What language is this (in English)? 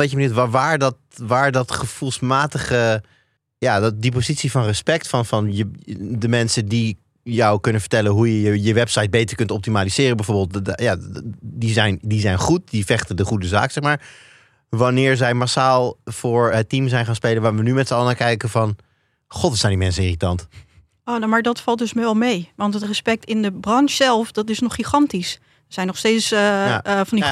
Dutch